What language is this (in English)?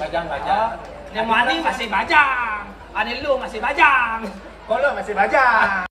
Balinese